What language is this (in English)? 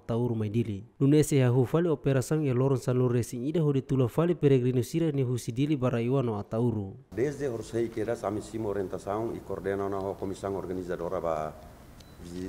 Tetum